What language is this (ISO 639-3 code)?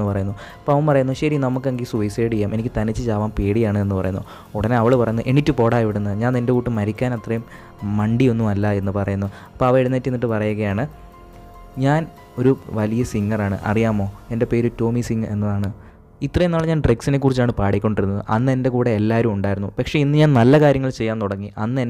mal